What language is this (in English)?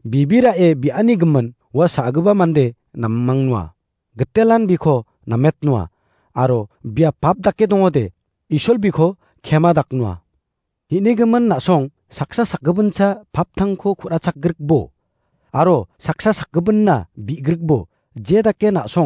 Garo